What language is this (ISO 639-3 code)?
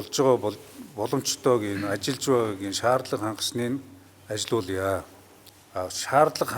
mon